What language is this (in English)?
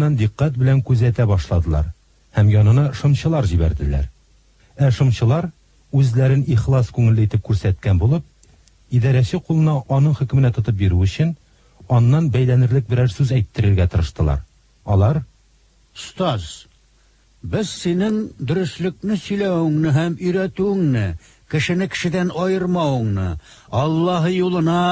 Tatar